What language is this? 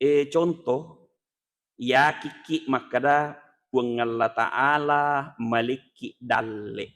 Buginese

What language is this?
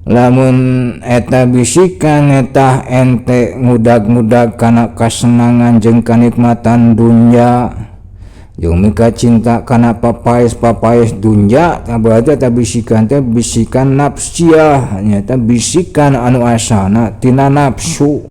Sundanese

